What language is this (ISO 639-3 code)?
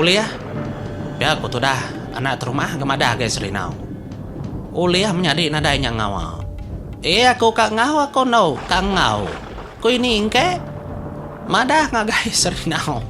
iba